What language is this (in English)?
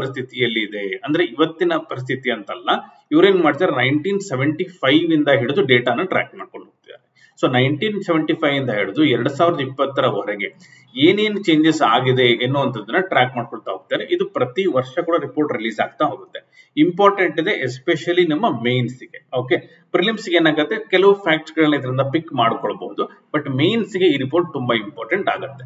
Kannada